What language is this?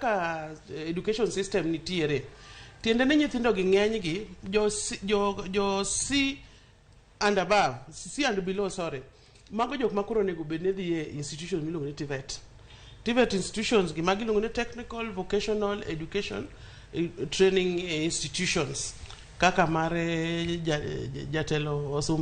Luo (Kenya and Tanzania)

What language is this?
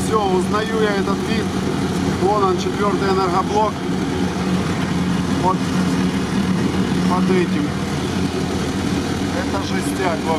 Russian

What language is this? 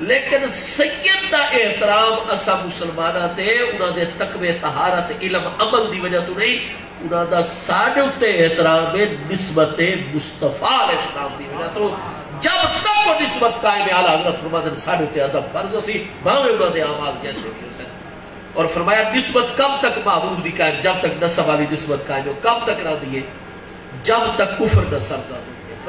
Saraiki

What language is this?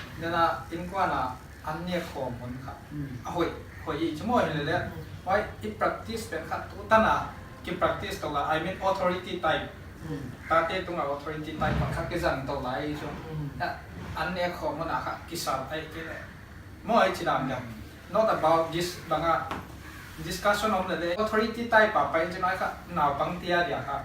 Paite Chin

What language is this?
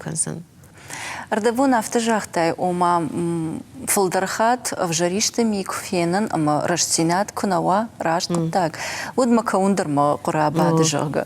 Ossetic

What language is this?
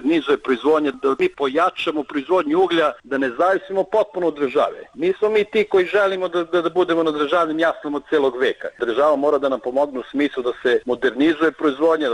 Serbian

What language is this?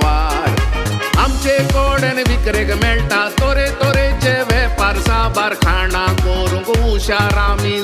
Konkani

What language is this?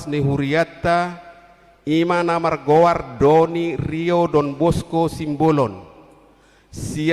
Batak Toba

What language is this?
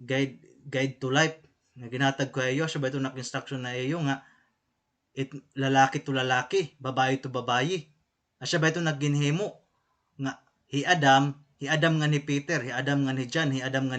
Waray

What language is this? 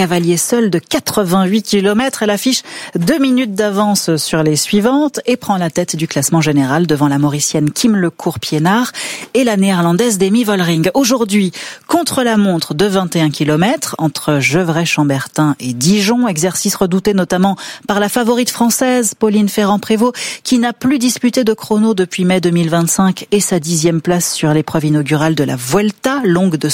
French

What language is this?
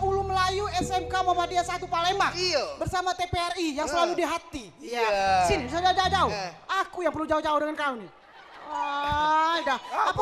Musi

